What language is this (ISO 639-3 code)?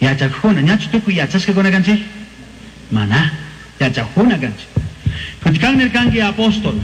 qug